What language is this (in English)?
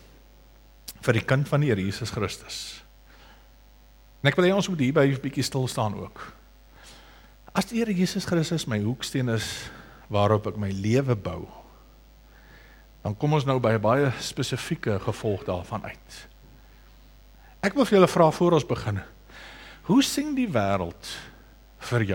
Afrikaans